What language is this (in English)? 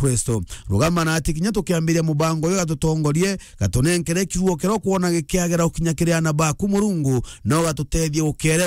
Meru